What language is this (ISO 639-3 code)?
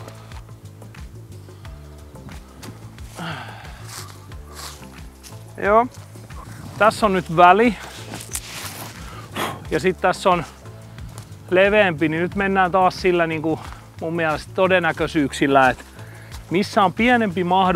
fin